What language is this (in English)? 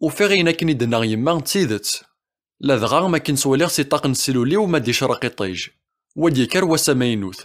Kabyle